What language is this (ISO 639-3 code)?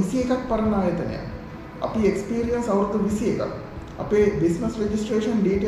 sin